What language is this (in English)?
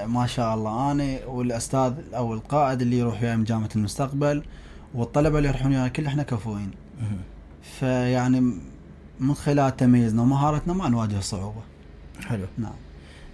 Mesopotamian Arabic